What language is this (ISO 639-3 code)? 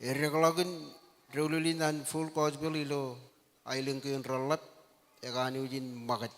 mah